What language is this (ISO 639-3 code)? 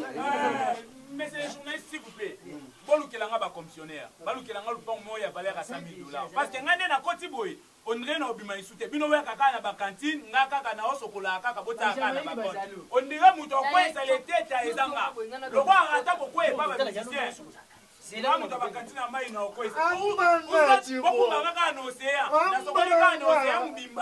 lin